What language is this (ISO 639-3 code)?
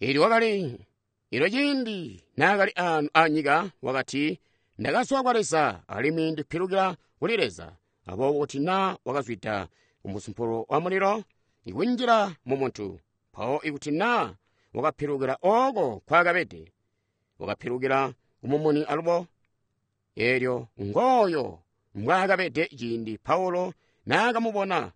toi